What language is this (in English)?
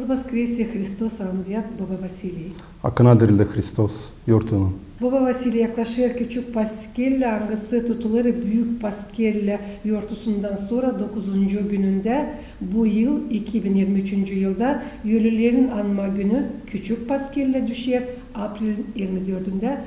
Gagauz